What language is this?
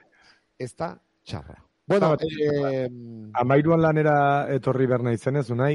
Basque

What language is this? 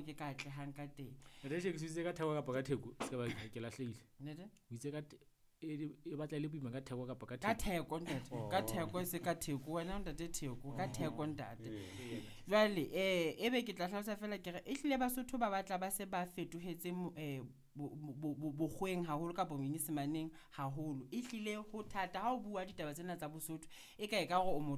Southern Sotho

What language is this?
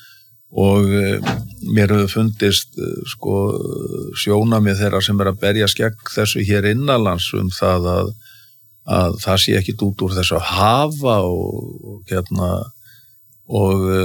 Icelandic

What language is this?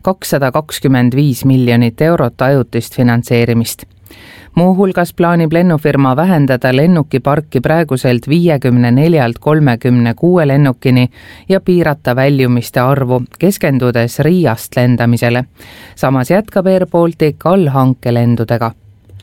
Estonian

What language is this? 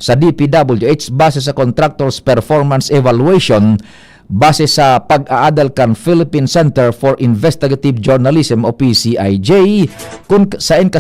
Bikol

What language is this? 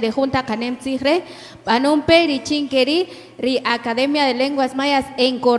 Kaqchikel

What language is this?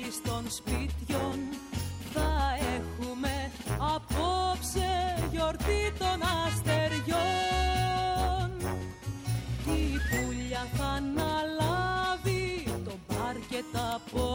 Greek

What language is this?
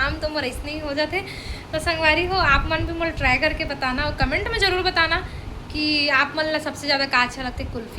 Chhattisgarhi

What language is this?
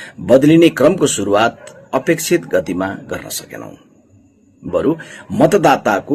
Nepali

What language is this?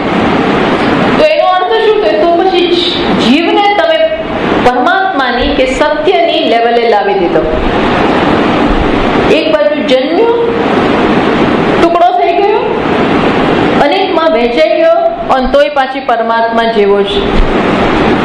Gujarati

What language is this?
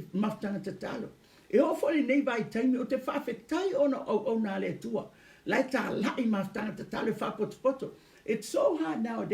Samoan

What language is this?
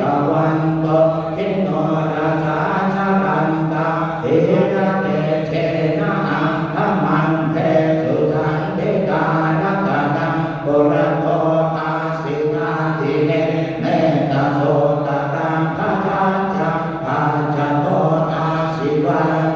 Pali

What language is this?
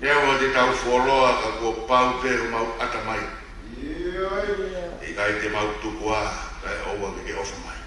Tongan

